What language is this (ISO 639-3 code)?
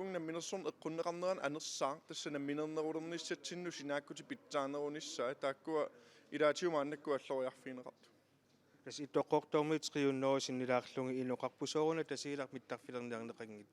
kal